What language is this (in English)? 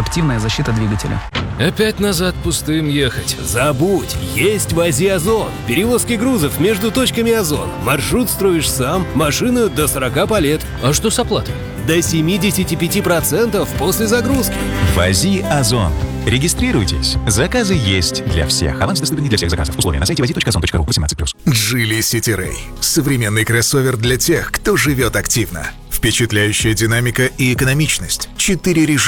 Russian